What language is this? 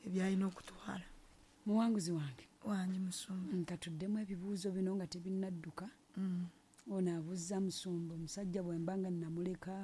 Ganda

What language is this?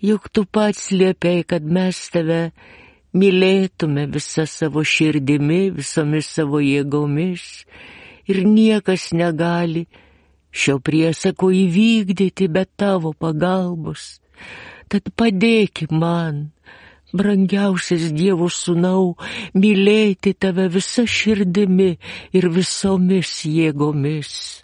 Lithuanian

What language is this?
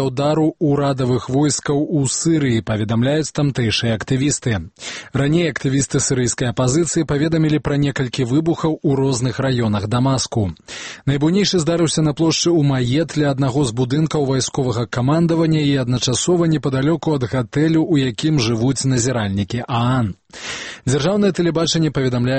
Belarusian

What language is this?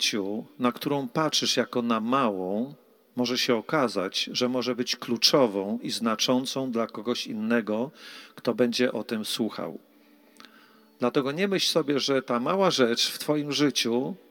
Polish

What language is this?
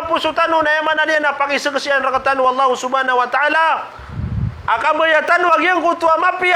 Maranao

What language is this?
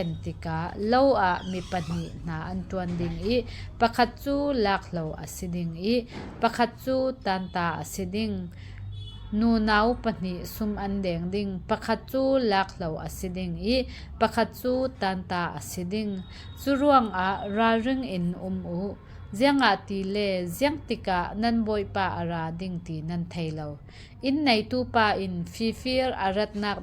Falam Chin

